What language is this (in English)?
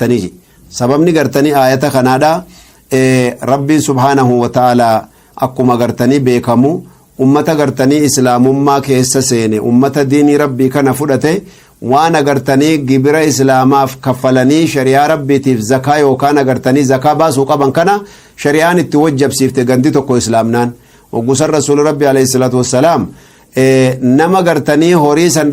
Oromo